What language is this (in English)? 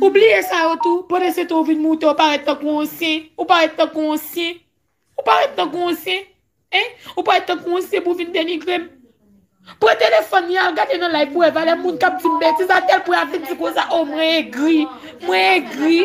Haitian Creole